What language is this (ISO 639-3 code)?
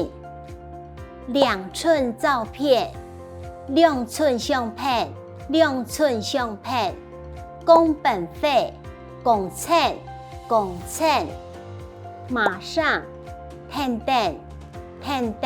hak